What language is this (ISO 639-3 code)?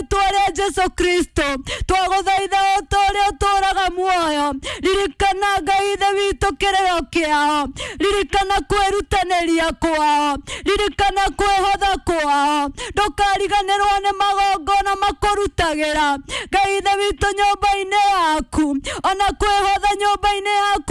kik